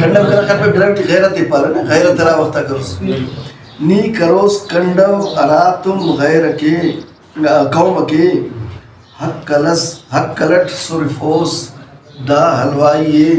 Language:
Brahui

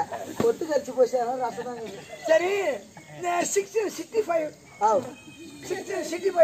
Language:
Tamil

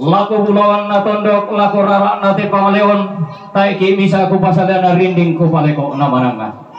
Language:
Toraja-Sa'dan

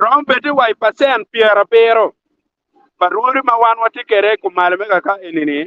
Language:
Acoli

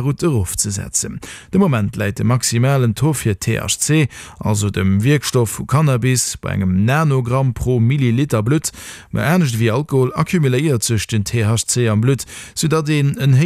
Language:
Luxembourgish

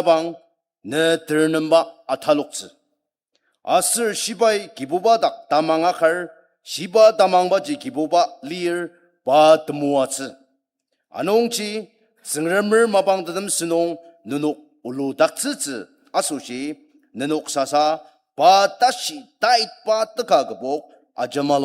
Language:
Ao Naga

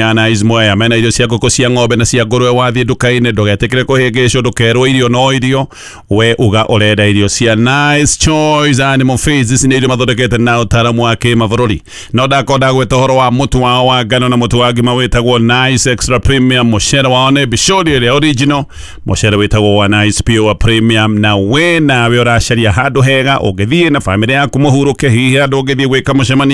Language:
Kikuyu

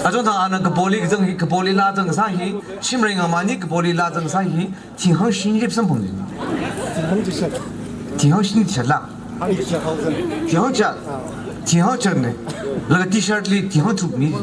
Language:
Tangkhul Naga (India)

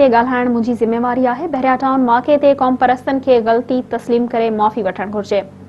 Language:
Sindhi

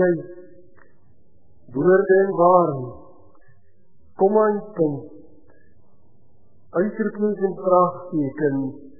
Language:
Afrikaans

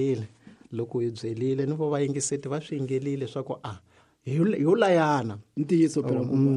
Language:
Tsonga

